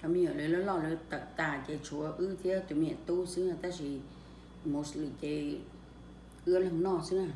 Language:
Hmong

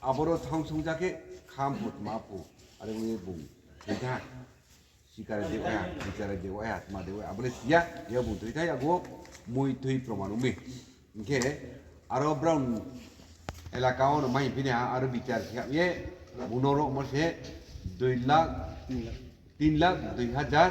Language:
Riang (India)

